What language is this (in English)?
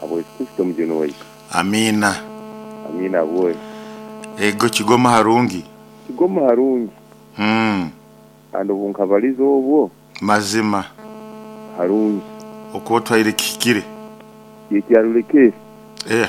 Nyoro